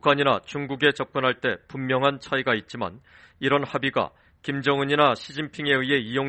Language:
Korean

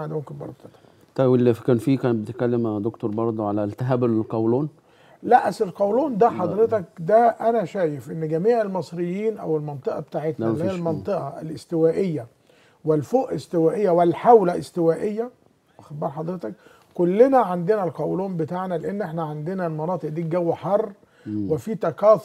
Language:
Egyptian Arabic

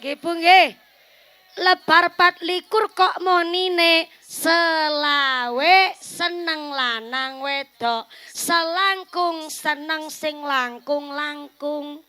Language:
Javanese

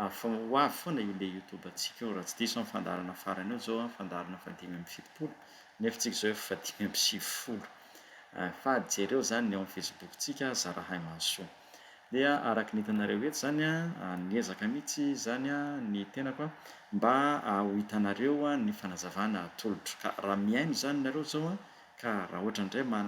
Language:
Malagasy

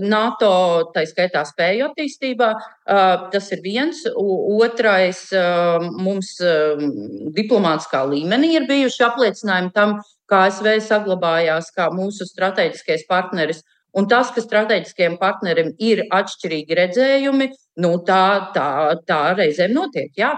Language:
Latvian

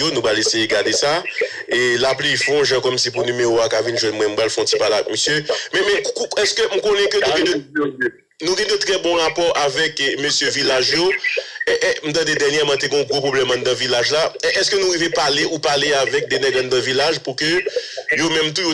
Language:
Haitian Creole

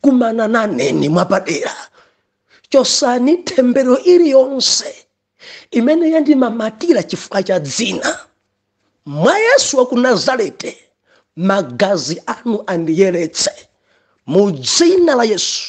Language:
Nyanja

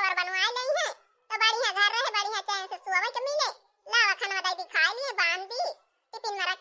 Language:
Awadhi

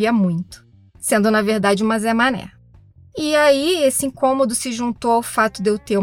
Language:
Portuguese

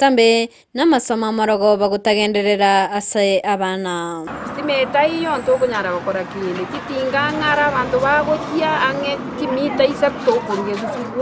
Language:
Gusii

